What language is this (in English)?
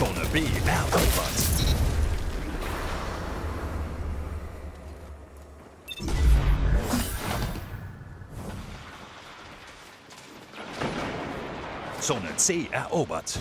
German